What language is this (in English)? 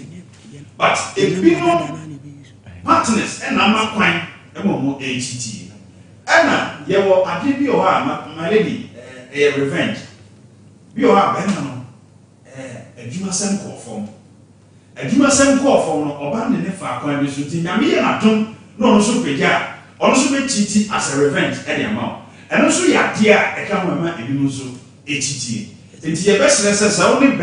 Akan